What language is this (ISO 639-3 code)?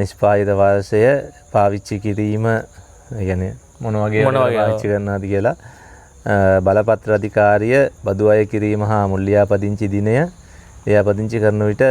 sin